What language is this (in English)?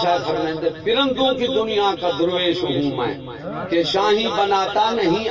Saraiki